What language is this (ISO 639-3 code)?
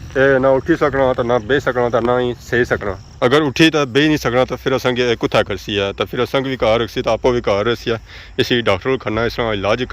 phr